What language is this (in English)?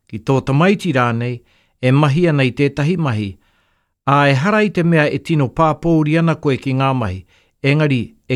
Māori